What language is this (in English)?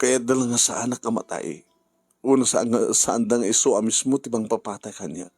Iloko